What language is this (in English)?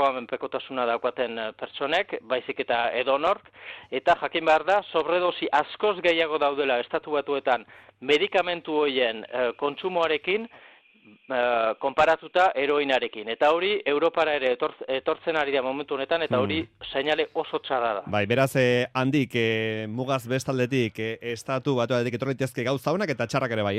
Basque